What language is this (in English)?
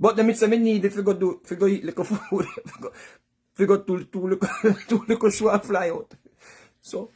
Jamaican Creole English